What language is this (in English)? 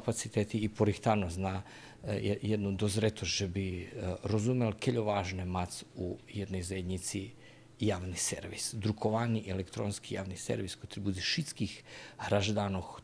Rusyn